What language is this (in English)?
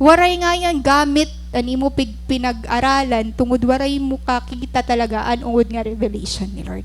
Waray